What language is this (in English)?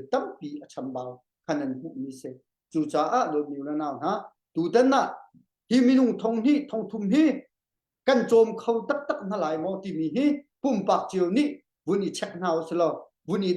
Hakha Chin